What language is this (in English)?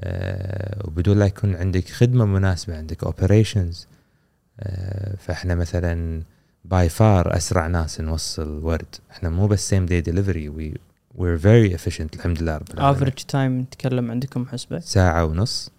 Gulf Arabic